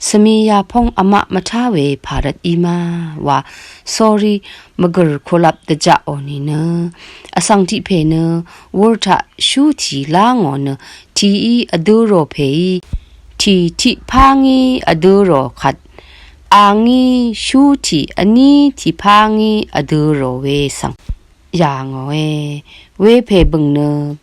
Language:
Rawang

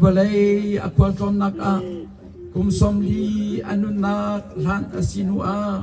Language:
Hakha Chin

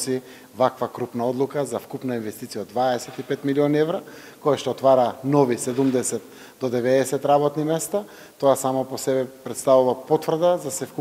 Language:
Macedonian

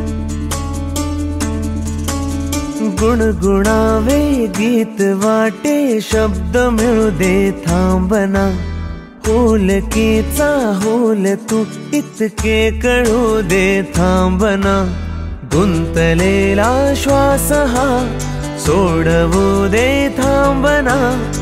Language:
Marathi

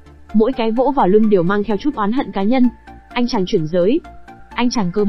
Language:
Vietnamese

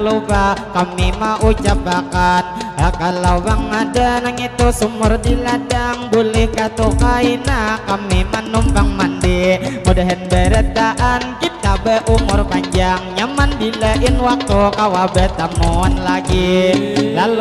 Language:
Banjar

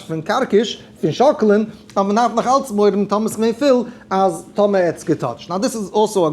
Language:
Yiddish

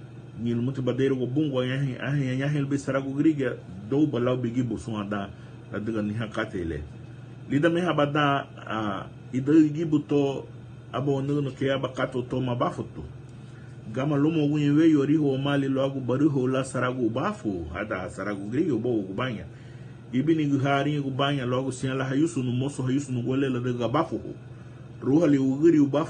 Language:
Garifuna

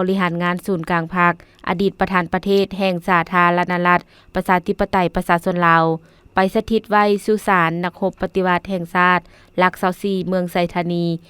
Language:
Lao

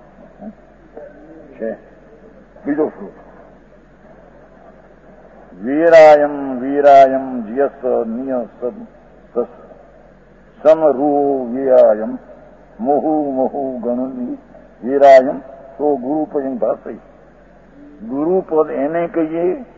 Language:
Gujarati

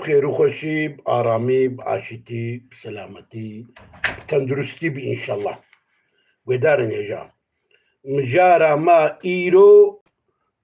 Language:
Kurdish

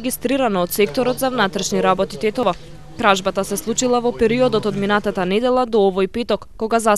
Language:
Macedonian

